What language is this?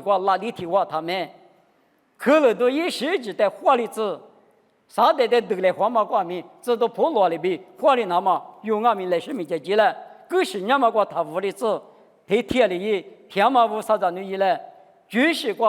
Lisu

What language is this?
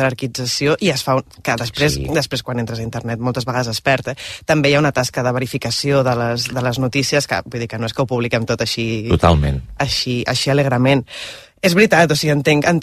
Catalan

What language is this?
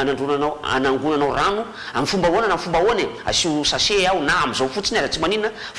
Malagasy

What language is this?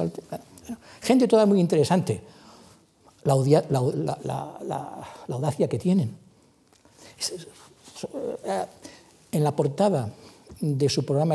Spanish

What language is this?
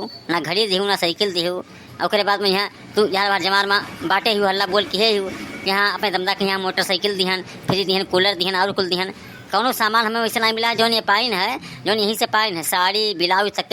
Awadhi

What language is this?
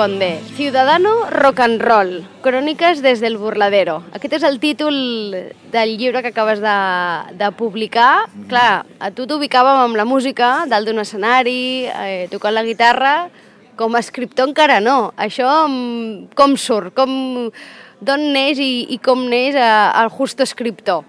Catalan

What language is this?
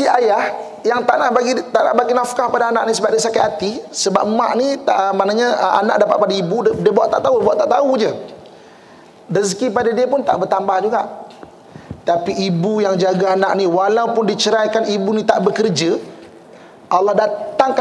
Malay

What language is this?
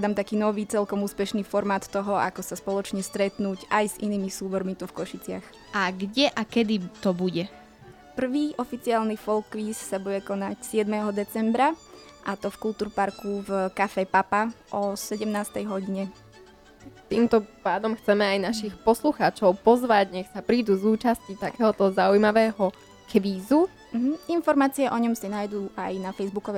Slovak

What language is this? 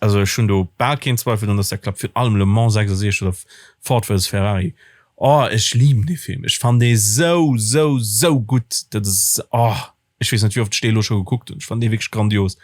Luxembourgish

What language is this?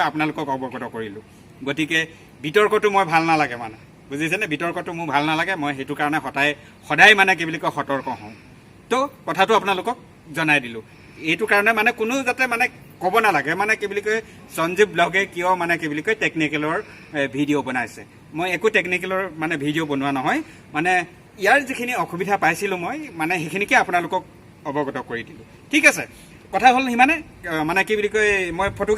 Assamese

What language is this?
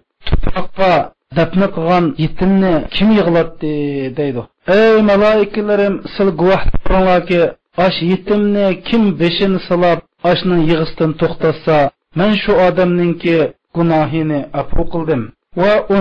Uyghur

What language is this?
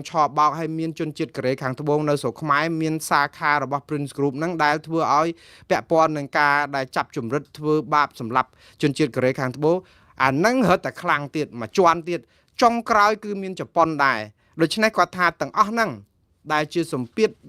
Khmer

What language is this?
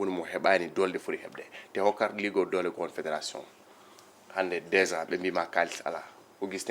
Fula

